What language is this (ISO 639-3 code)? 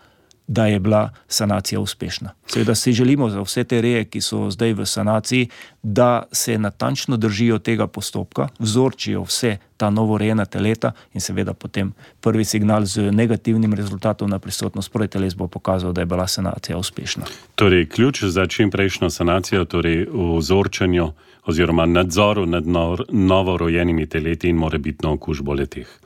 slv